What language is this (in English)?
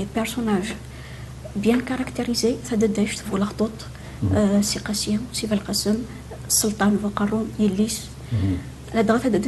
Kabyle